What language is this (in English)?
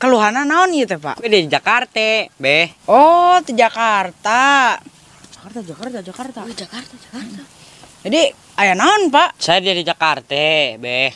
Sundanese